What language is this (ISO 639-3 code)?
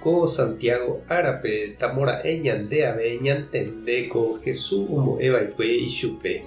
grn